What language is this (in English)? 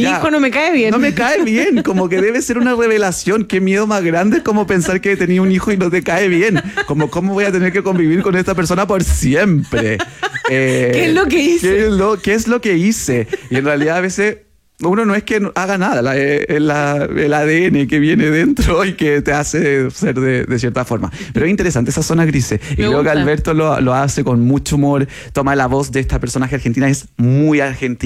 Spanish